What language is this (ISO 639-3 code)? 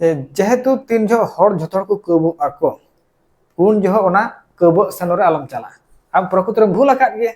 sat